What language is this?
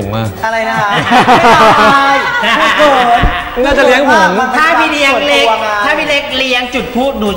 Thai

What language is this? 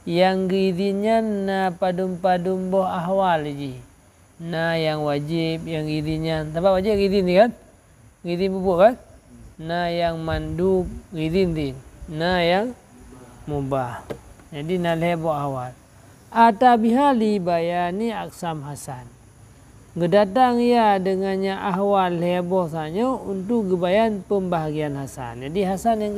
Achinese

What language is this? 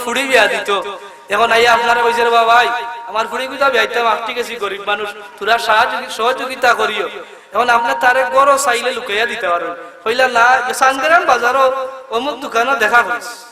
Sylheti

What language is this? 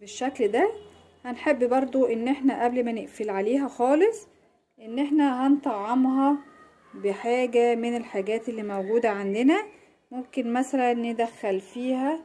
Egyptian Arabic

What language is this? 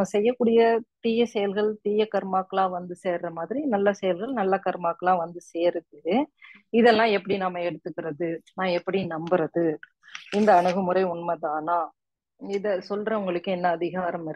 Tamil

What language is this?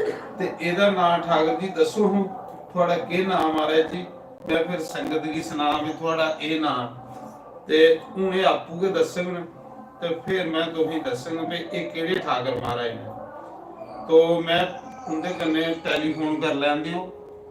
Dogri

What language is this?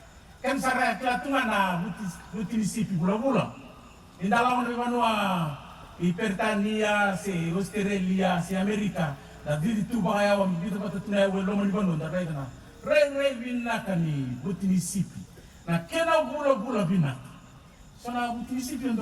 Fijian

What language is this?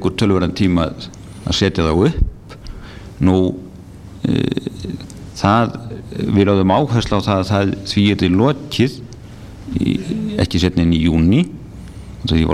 Icelandic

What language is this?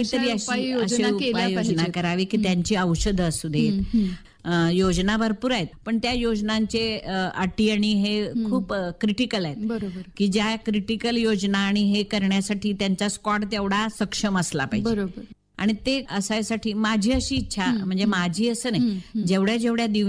Marathi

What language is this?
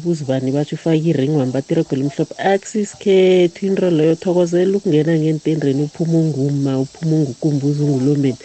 South Ndebele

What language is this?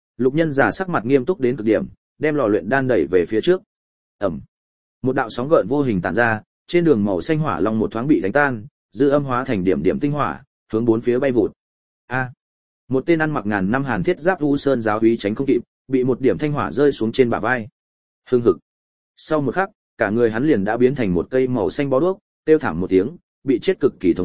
Vietnamese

